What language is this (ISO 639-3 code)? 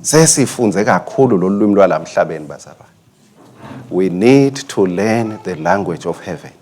ssw